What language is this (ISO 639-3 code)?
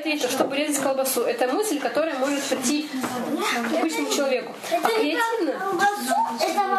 rus